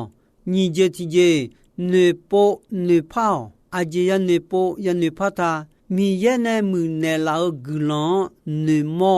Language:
Akha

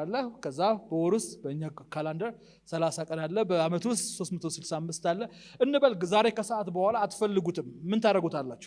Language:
Amharic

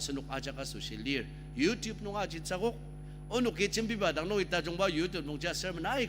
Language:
Ao Naga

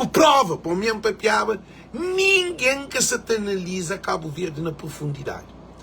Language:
Kabuverdianu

